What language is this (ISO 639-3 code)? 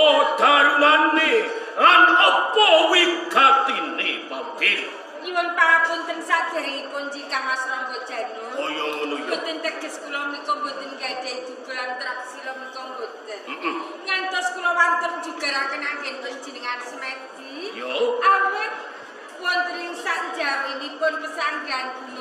jav